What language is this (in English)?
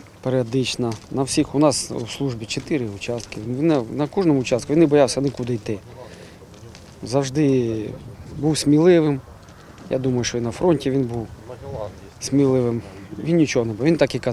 Ukrainian